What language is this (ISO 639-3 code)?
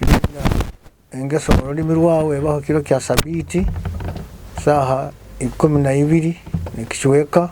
nyo